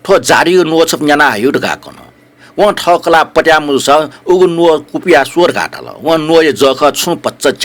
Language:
Newari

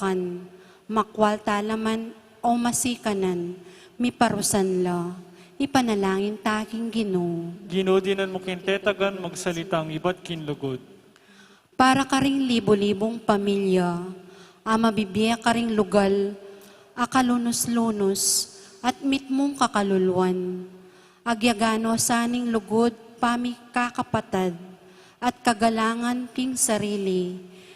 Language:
Pampanga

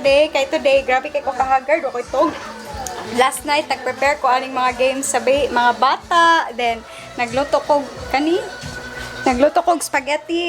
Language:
Cebuano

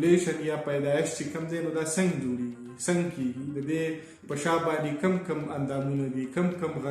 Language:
Pashto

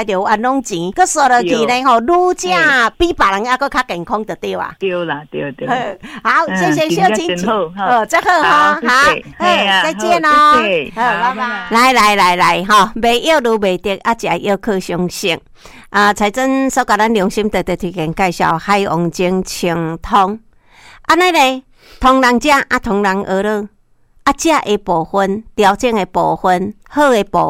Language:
Min Nan Chinese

